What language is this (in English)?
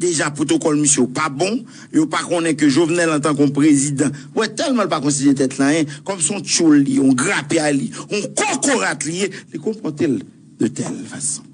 Haitian Creole